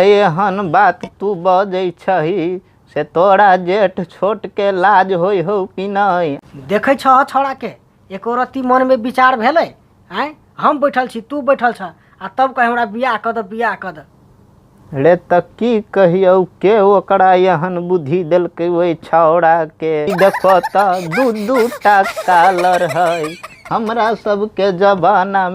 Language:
Maithili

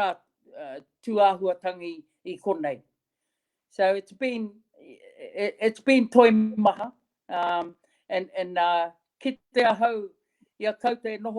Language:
Māori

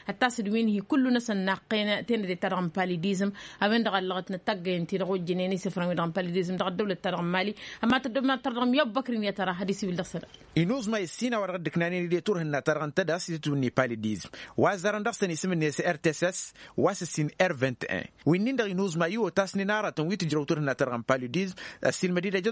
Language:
Tamasheq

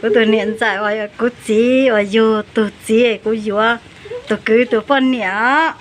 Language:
Hmong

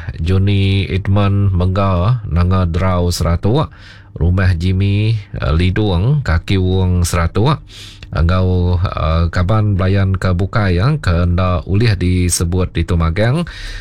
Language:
Iban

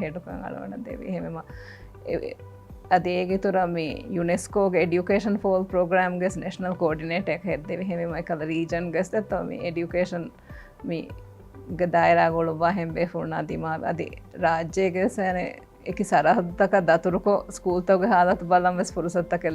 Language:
Divehi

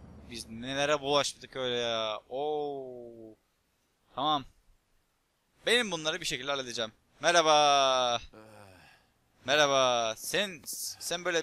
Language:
Turkish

